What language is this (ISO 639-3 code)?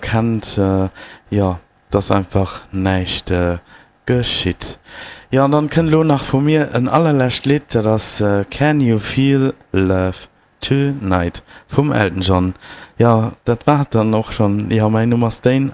ltz